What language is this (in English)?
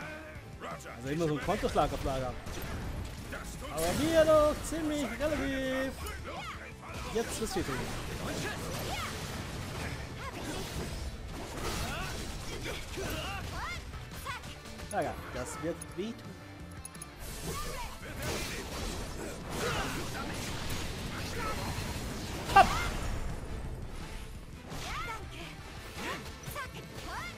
German